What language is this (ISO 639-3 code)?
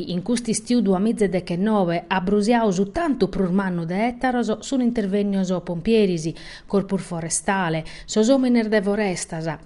srd